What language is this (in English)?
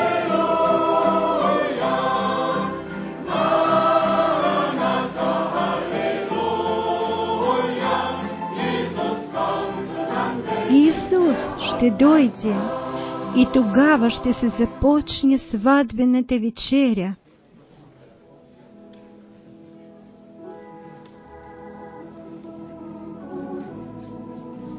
Bulgarian